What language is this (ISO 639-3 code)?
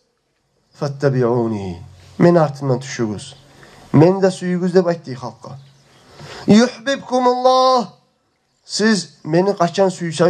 kum